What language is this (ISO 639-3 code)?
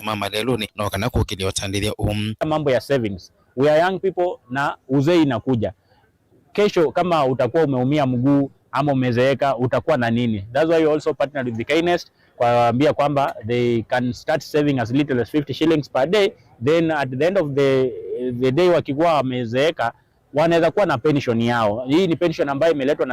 kam